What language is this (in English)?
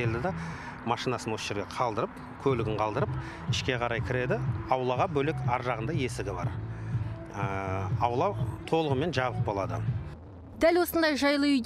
Kazakh